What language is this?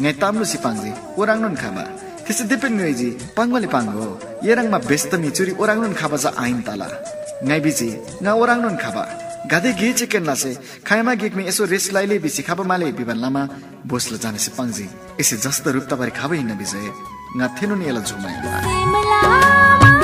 Eastern Tamang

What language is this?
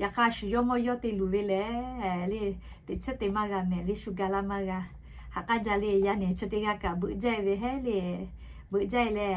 Lahu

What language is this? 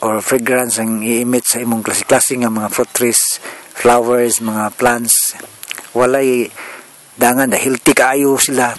Cebuano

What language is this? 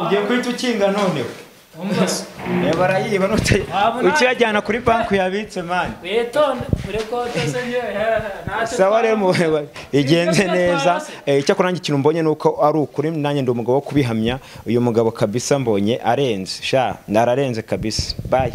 Kinyarwanda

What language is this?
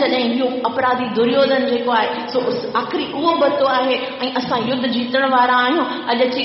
Sindhi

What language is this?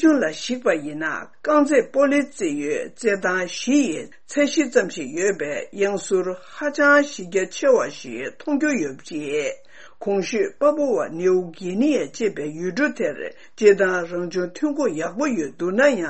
Tibetan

